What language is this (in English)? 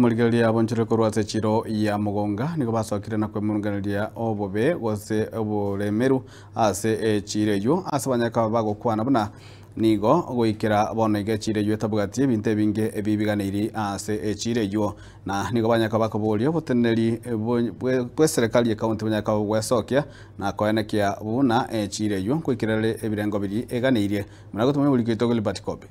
Gusii